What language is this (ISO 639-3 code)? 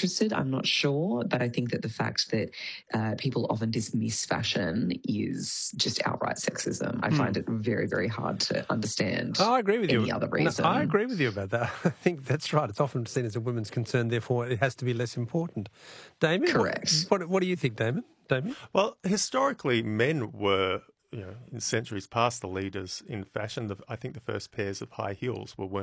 eng